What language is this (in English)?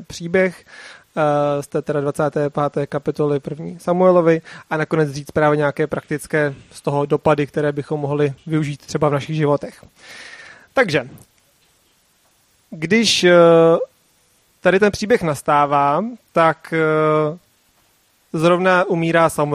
Czech